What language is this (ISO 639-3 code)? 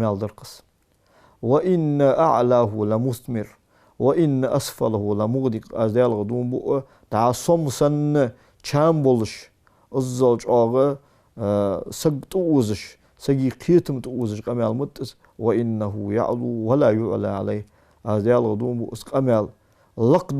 inh